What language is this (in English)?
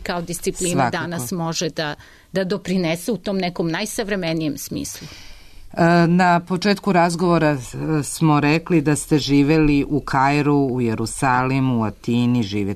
Serbian